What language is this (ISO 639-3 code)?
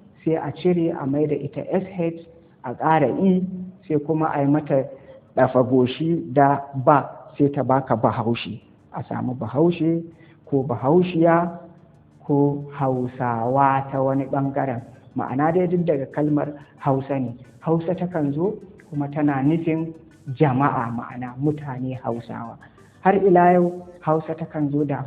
hau